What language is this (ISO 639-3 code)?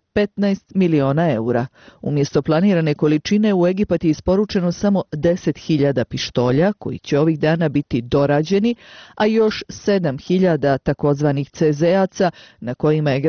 bos